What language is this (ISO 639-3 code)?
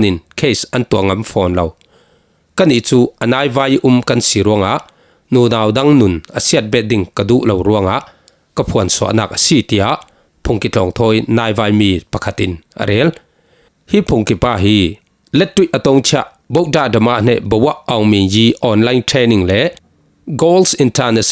cfm